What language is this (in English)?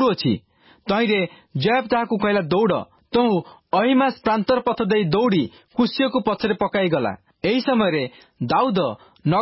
Odia